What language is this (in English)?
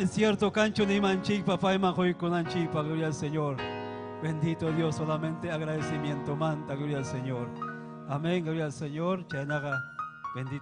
Ayacucho Quechua